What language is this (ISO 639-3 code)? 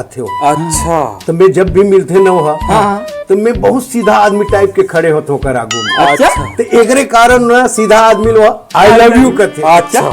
hne